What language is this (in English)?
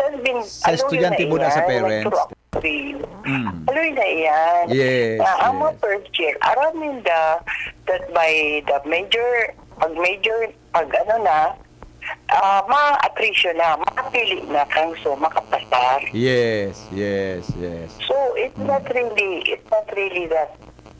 Bikol